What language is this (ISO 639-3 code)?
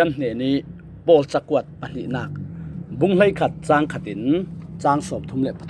cfm